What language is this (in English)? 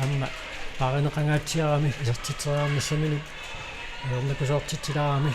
Kalaallisut